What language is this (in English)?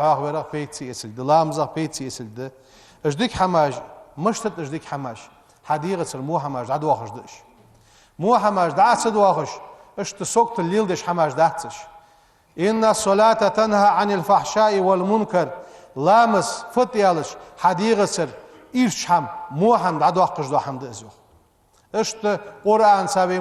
Ingush